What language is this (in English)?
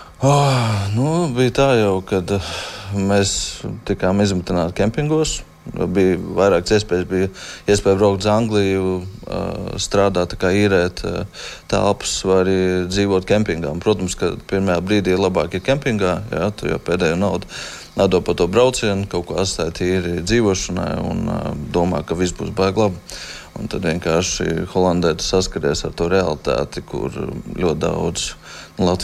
Latvian